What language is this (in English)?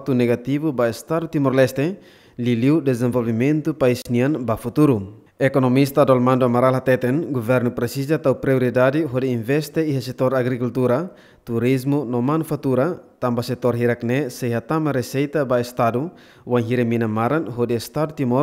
Tetum